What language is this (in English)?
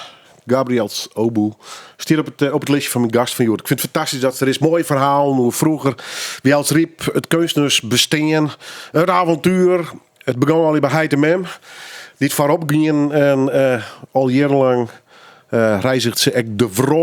Western Frisian